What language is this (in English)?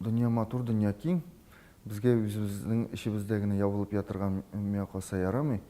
Tatar